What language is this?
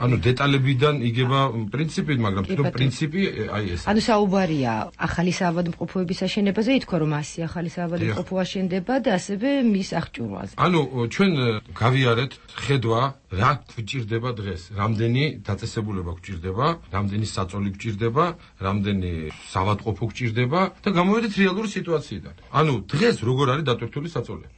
Georgian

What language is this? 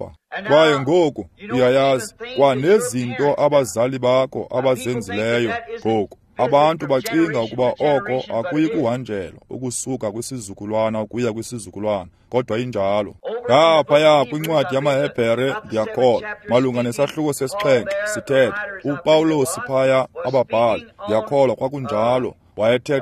Xhosa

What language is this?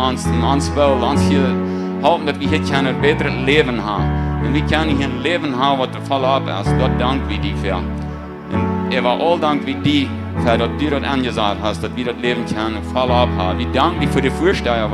Plautdietsch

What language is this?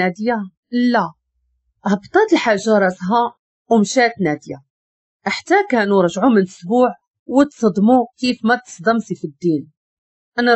Moroccan Arabic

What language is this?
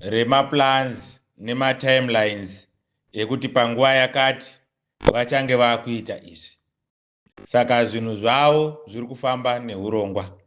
Shona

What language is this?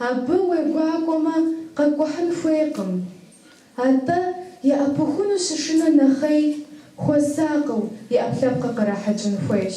Kabardian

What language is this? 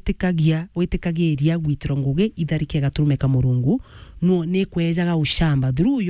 Meru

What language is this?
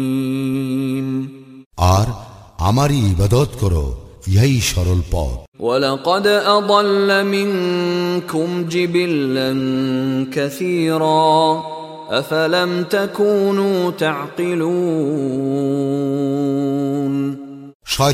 Bangla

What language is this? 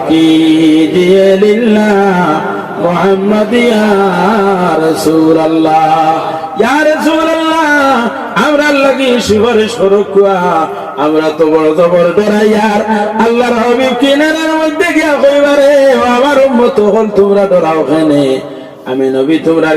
Sylheti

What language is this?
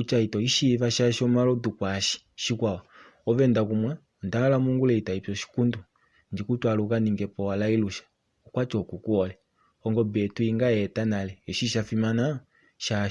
Kuanyama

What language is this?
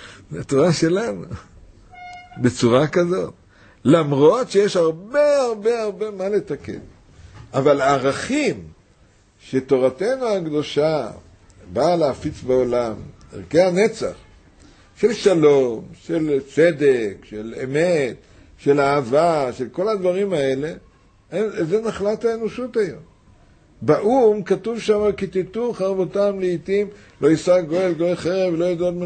Hebrew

